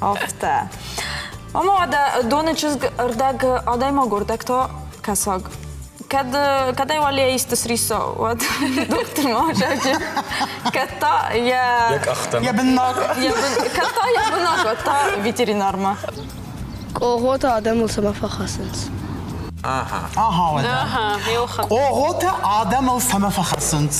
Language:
Ossetic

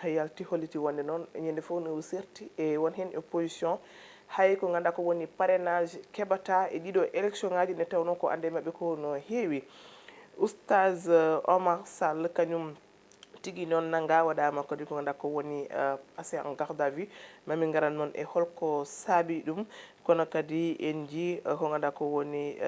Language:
Fula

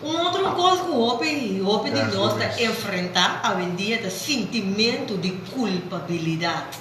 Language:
Papiamento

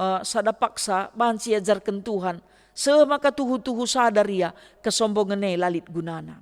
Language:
Batak Karo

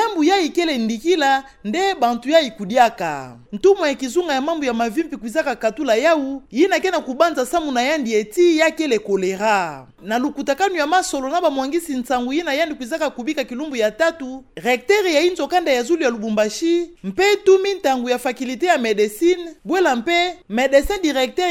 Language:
Kituba (Democratic Republic of Congo)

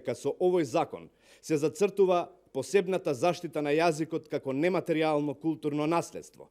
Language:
Macedonian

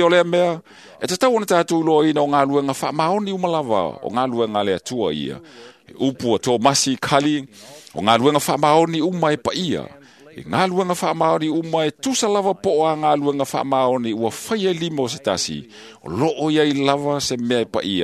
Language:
Samoan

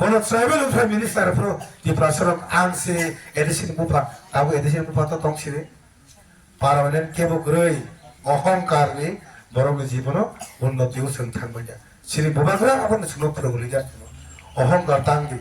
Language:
Kok Borok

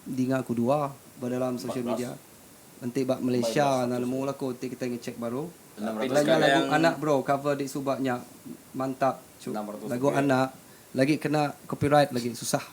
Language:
Iban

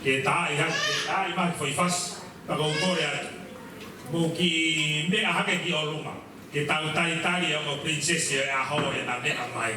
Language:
Tongan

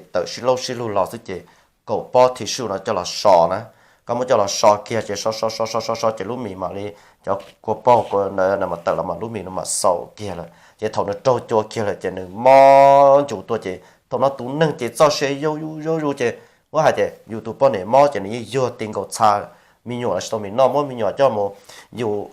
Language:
Hmong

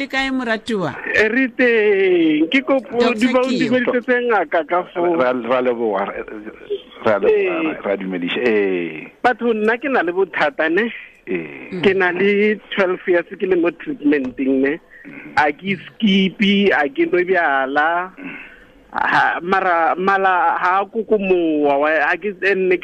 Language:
Tswana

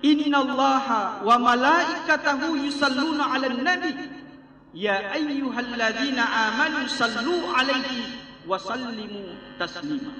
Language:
Buginese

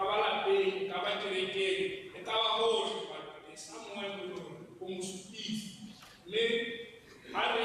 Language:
Tswana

